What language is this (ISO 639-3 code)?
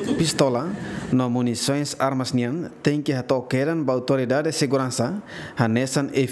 tet